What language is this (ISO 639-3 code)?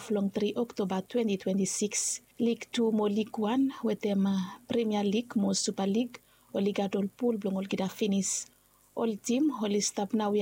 bis